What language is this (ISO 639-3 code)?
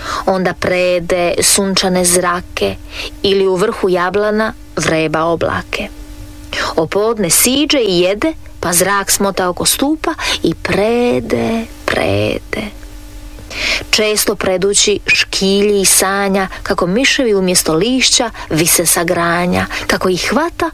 hrv